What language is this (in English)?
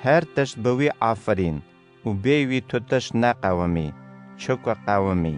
Kurdish